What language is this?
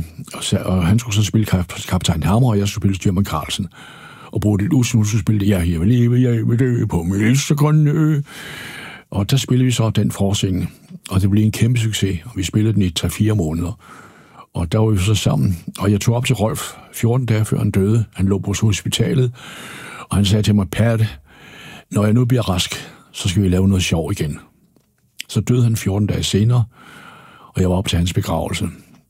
Danish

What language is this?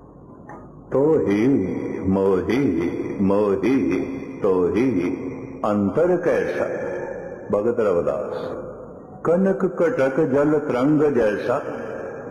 Punjabi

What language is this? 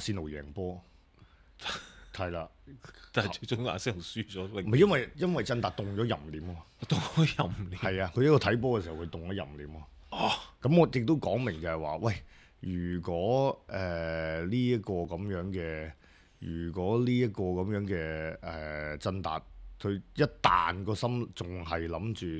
Cantonese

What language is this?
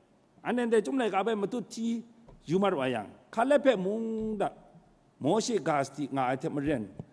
Kachin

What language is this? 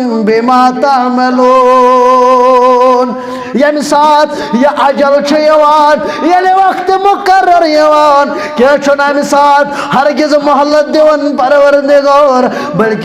Kashmiri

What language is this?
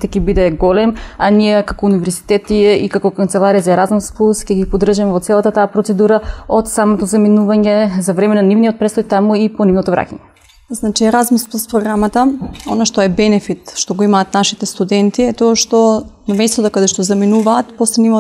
Macedonian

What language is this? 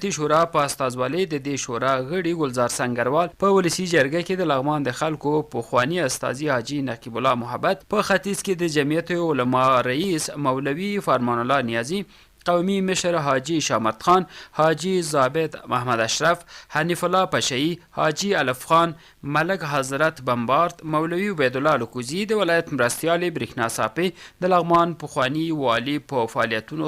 Pashto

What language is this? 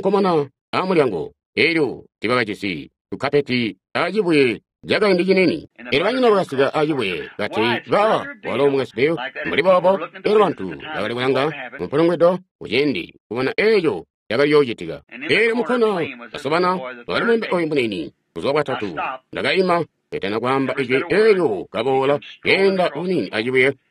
Tonga (Zambia)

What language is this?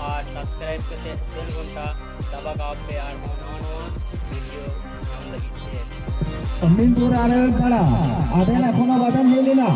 Santali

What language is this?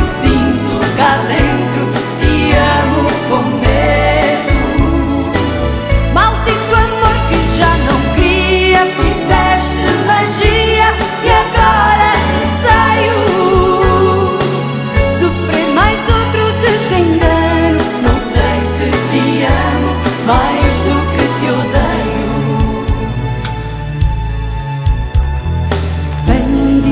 Portuguese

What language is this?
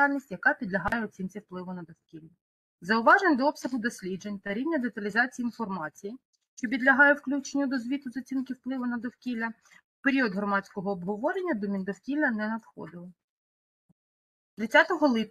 Ukrainian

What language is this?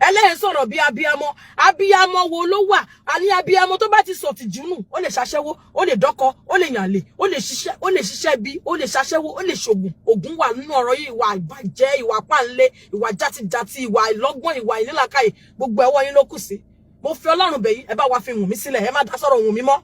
Yoruba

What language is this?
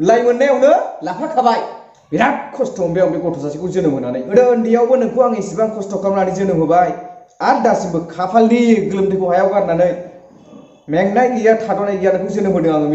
Bodo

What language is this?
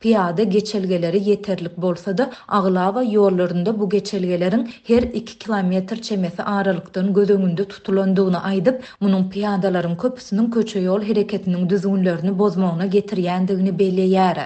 Turkmen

